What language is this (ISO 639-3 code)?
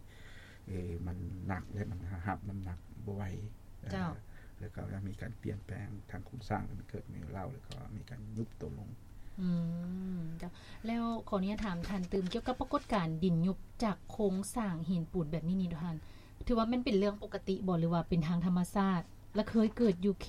lao